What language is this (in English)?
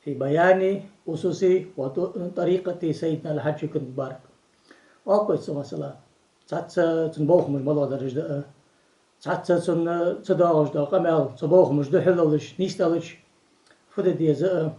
Ingush